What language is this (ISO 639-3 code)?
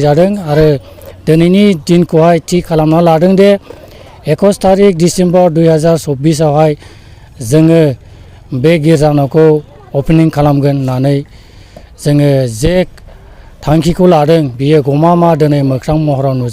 brx